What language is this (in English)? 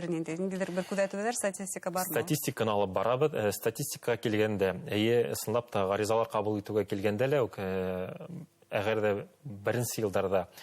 Bashkir